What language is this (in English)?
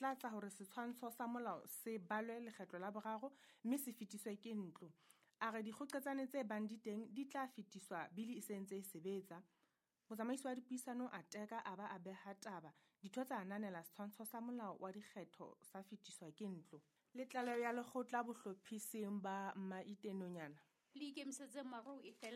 Southern Sotho